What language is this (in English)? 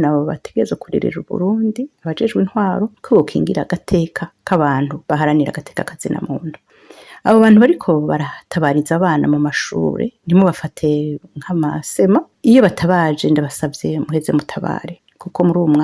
Rundi